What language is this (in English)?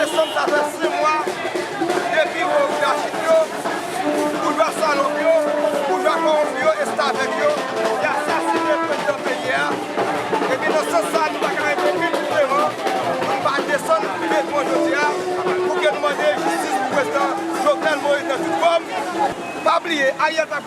Haitian Creole